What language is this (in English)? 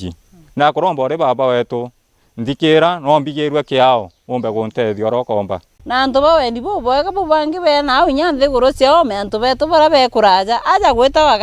Meru